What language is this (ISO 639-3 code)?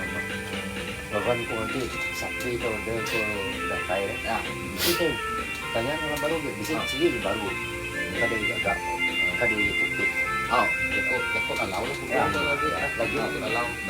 iba